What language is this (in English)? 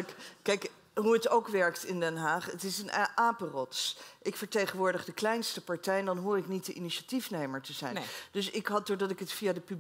Dutch